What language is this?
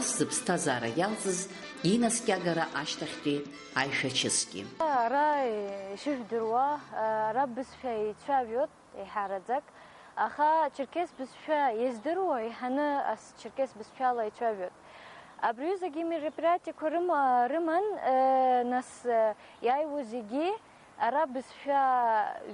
Abkhazian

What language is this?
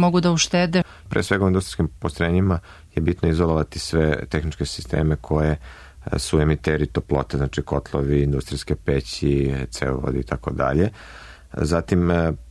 Serbian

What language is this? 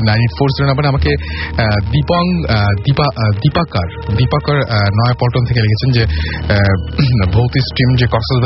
Bangla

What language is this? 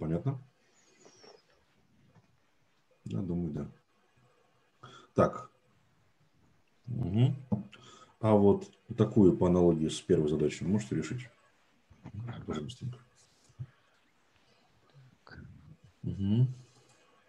Russian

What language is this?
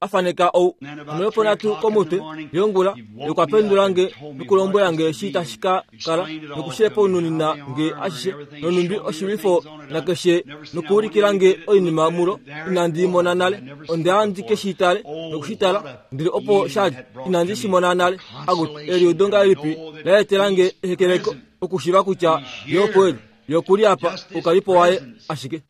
Kuanyama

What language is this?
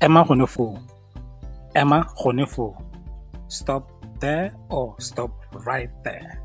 Tswana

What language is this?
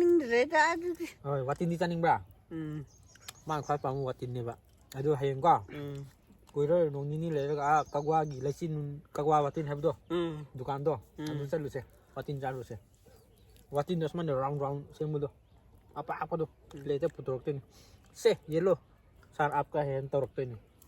Manipuri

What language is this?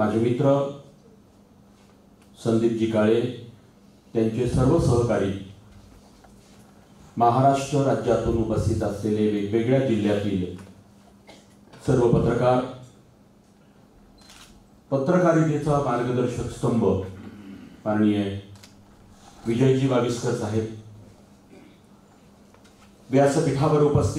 Marathi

